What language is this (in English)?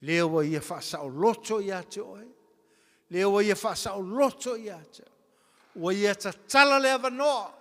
Samoan